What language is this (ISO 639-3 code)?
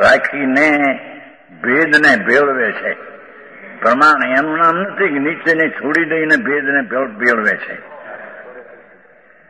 guj